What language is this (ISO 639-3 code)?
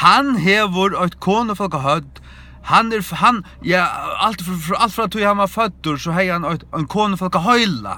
fao